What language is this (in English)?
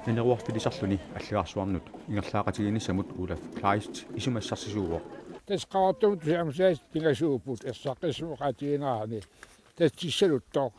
Kalaallisut